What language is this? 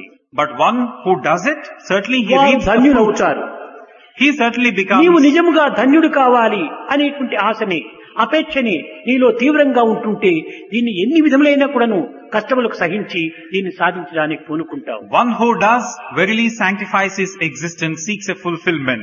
Telugu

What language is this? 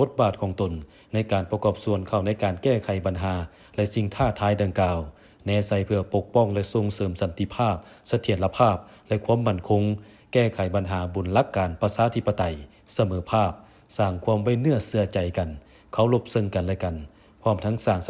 Lao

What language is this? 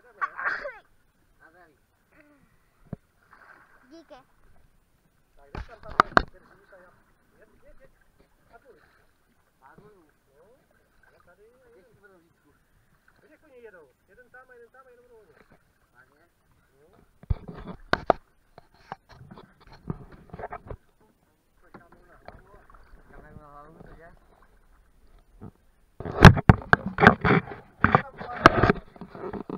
Czech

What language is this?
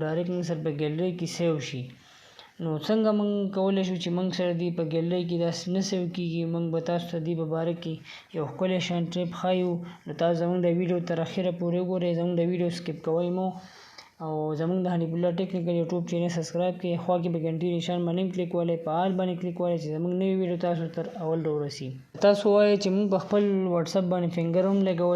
Pashto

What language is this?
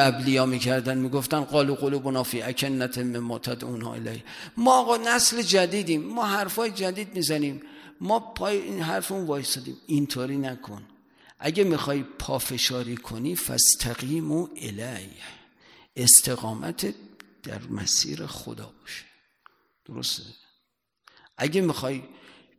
Persian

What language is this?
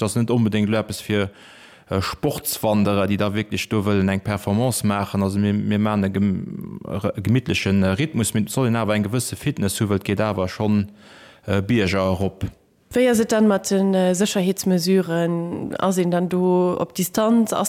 Luxembourgish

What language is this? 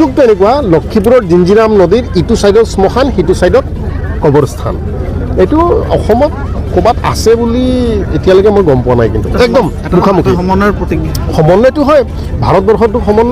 Assamese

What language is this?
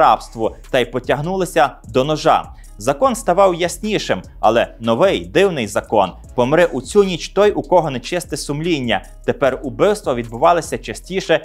Ukrainian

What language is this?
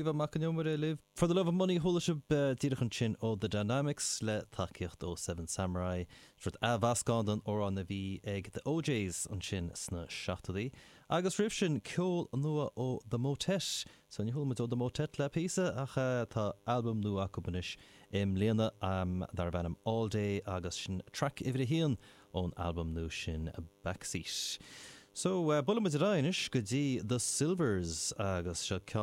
Irish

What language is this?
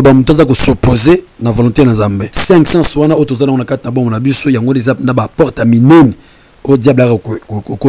Lingala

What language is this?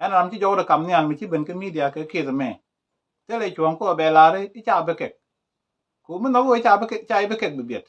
Nuer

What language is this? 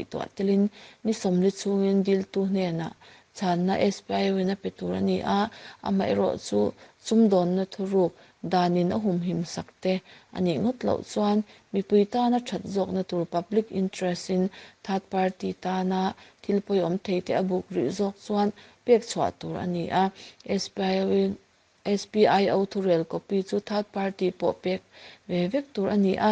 Mizo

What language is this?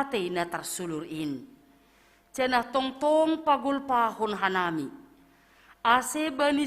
Batak Simalungun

